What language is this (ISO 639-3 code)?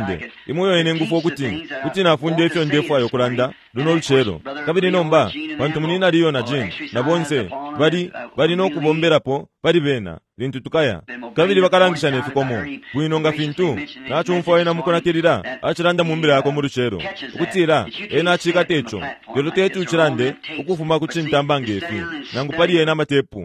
bem